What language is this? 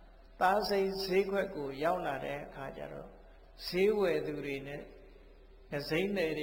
Burmese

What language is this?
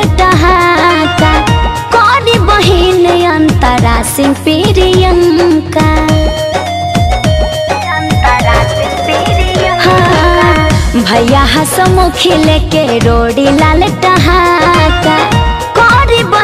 Bhojpuri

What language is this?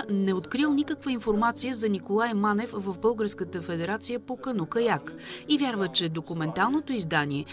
Bulgarian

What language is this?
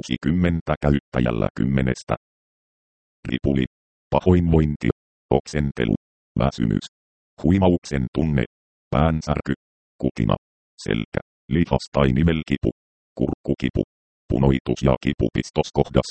Finnish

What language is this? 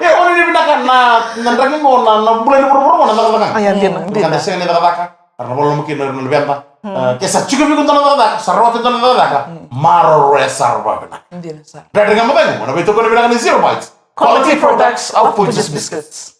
Fijian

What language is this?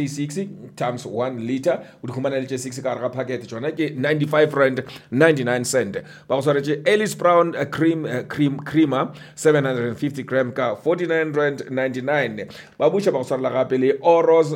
Northern Sotho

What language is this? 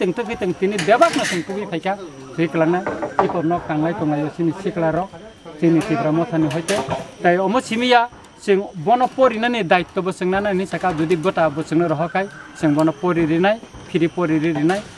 Kok Borok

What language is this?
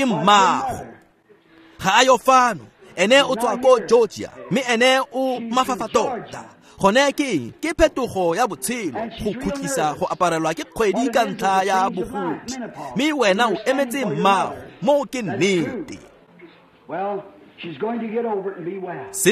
Tswana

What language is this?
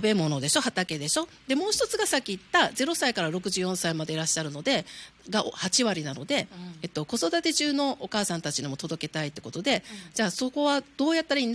Japanese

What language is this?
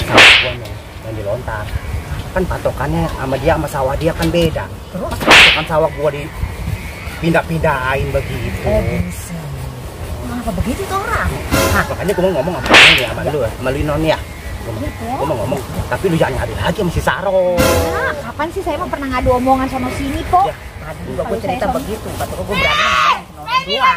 Betawi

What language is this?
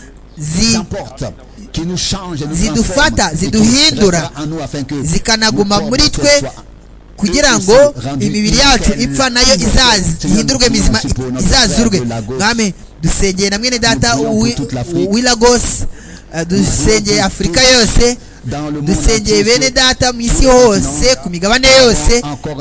Kinyarwanda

